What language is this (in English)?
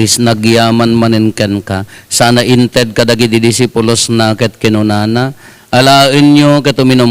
Iloko